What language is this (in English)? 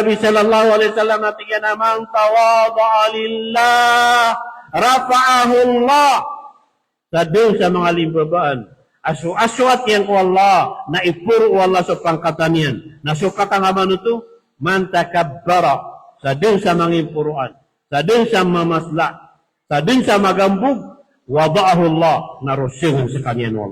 Maranao